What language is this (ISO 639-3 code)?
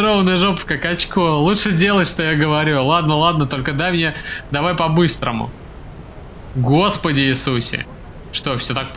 rus